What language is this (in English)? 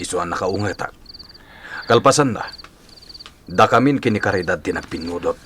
Iloko